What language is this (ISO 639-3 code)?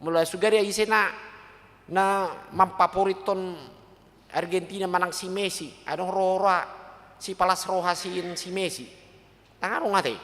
bbc